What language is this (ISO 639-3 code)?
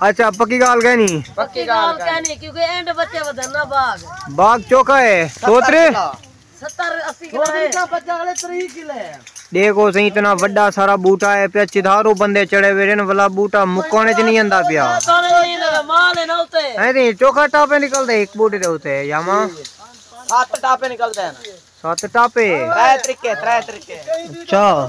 skr